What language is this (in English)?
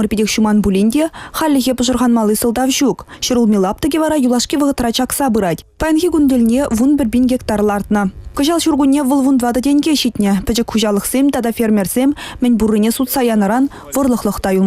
Chuvash